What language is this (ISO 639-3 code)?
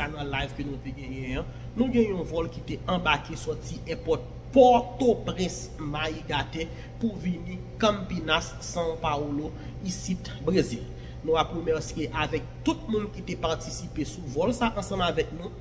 hat